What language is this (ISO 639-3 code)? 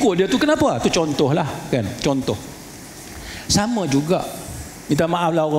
msa